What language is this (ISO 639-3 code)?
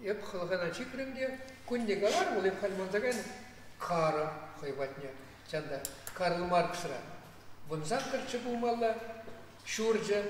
chv